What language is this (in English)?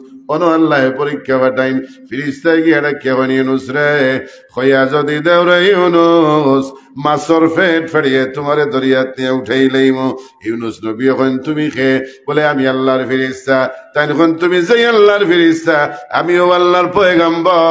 Sylheti